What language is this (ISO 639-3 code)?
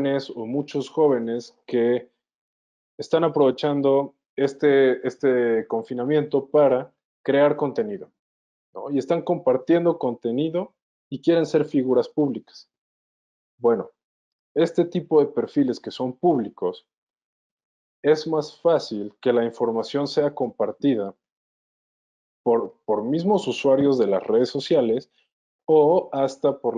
spa